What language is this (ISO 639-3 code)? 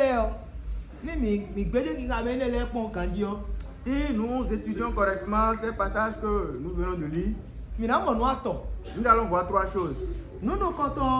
fon